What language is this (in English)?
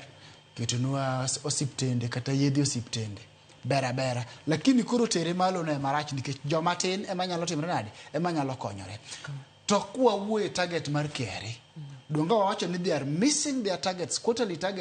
Luo (Kenya and Tanzania)